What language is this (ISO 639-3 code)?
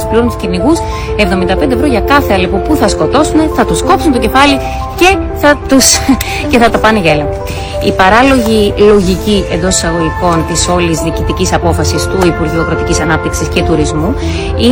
ell